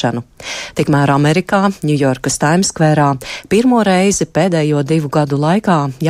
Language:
Latvian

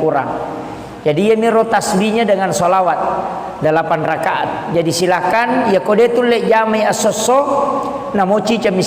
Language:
Buginese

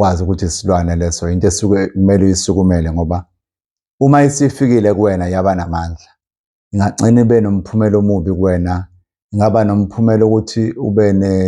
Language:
Zulu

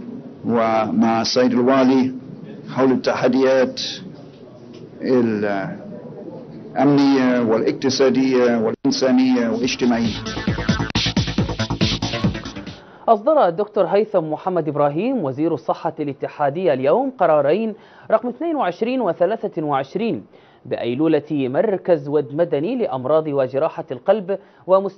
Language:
Arabic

